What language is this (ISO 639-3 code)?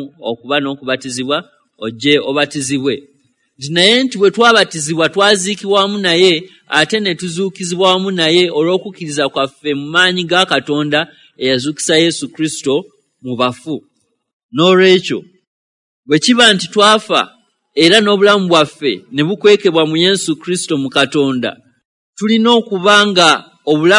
lug